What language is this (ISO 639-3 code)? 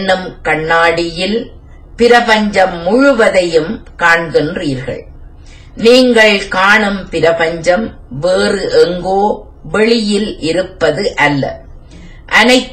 tam